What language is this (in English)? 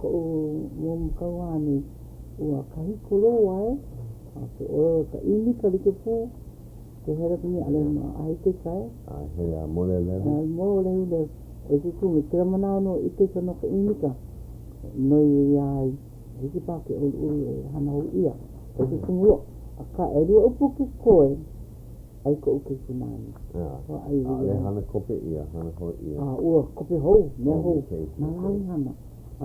Hawaiian